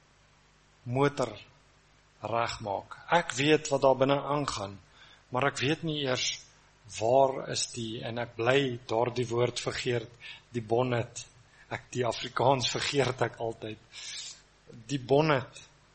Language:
Afrikaans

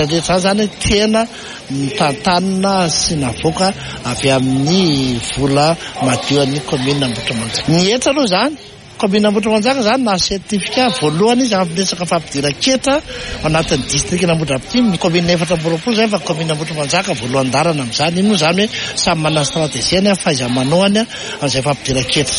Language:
Malagasy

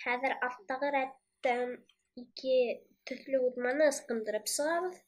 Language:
Bashkir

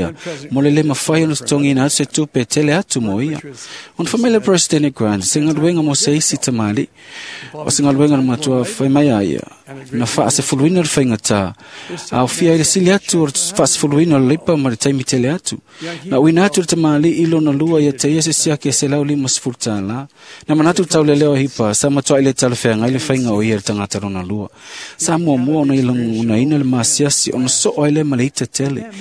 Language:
Samoan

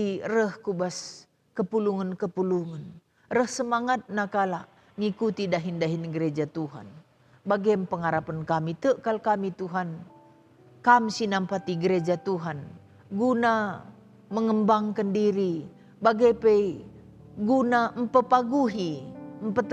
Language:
Batak Karo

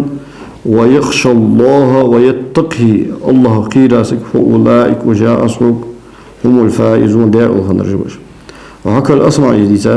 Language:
Ingush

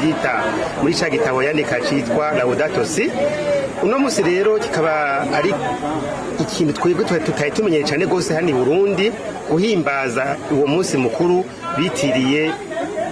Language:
Rundi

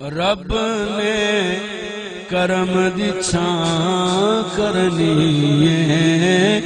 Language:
Saraiki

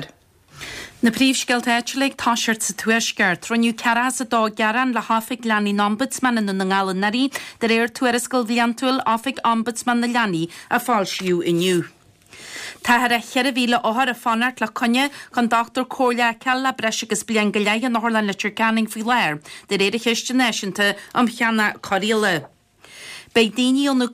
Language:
Irish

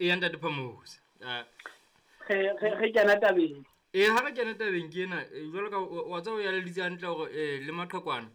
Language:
Southern Sotho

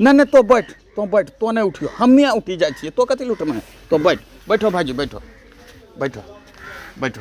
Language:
Angika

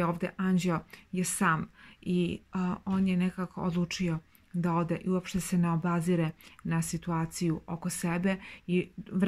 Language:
Serbian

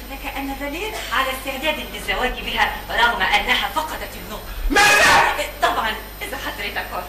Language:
Egyptian Arabic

